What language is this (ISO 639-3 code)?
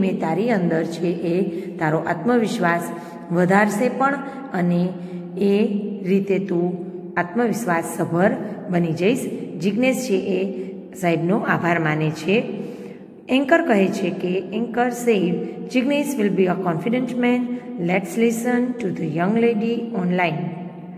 guj